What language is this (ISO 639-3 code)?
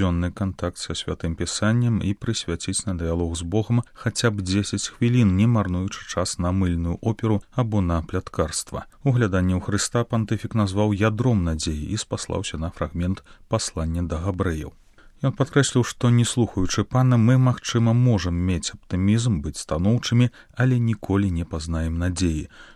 bel